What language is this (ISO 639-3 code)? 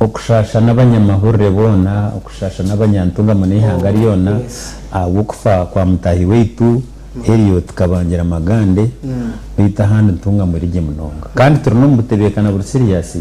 nyn